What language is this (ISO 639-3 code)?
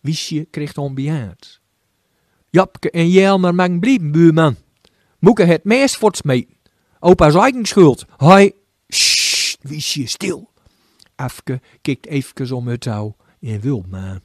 gos